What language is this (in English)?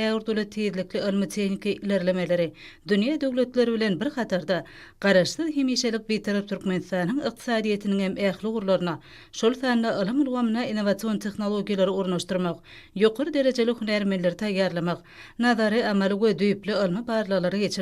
Turkmen